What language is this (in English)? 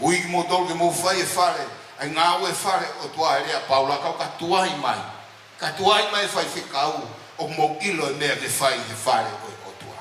Tongan